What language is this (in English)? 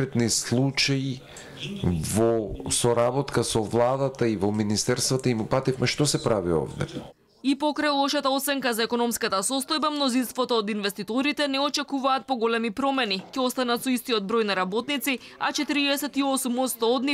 Macedonian